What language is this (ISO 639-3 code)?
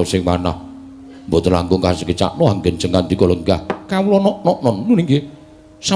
jav